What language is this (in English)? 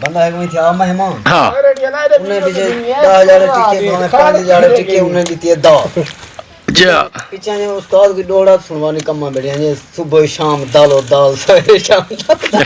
Saraiki